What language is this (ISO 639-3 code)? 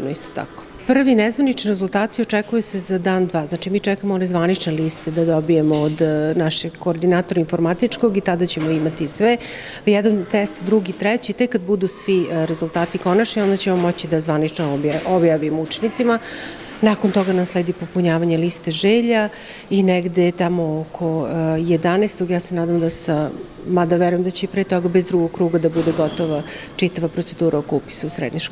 srp